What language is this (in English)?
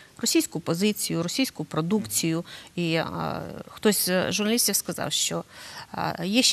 Ukrainian